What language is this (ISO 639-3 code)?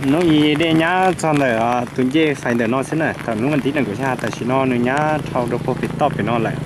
hmn